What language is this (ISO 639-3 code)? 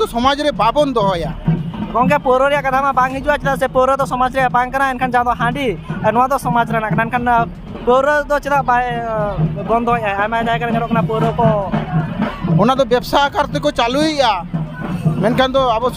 sat